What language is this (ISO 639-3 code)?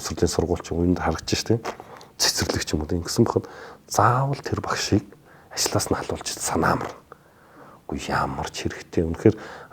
mon